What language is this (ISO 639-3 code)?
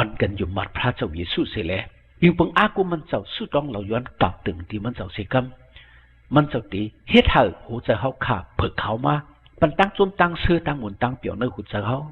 shn